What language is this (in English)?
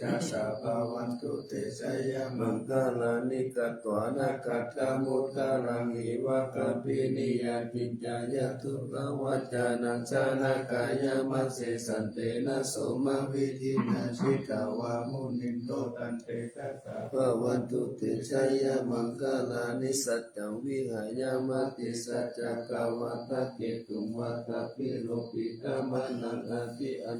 Pali